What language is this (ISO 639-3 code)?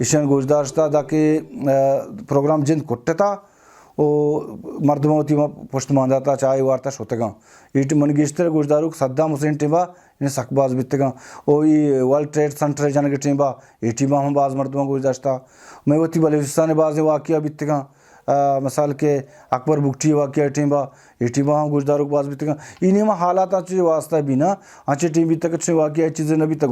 bal